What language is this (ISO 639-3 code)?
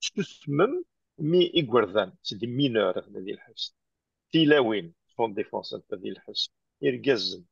kab